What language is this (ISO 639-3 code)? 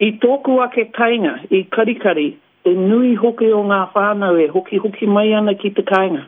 mri